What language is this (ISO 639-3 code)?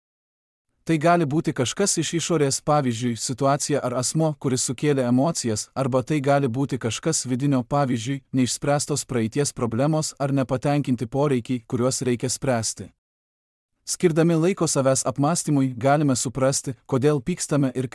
lit